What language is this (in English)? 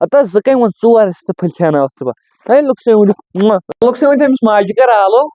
Kashmiri